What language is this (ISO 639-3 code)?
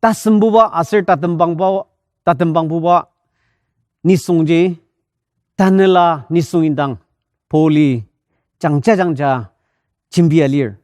njo